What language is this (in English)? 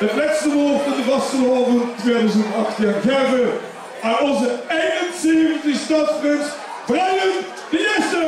Limburgish